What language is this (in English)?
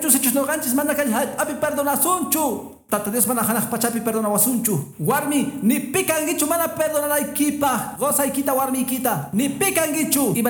Quechua